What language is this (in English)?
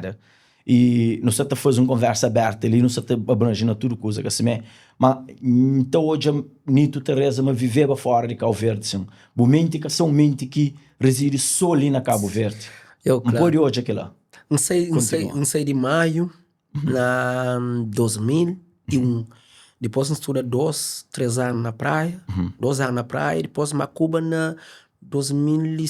Kabuverdianu